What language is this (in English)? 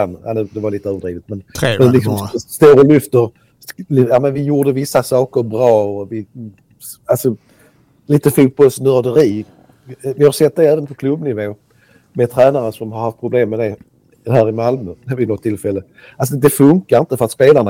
Swedish